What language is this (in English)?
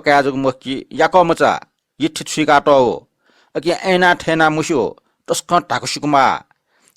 Newari